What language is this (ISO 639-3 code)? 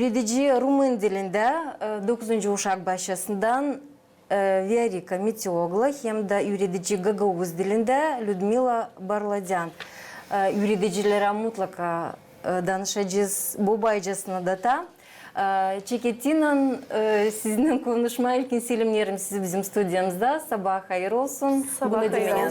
gag